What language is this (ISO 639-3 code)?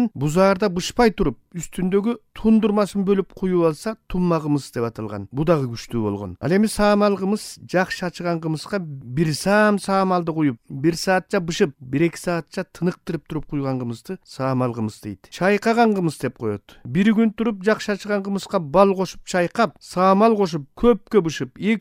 kir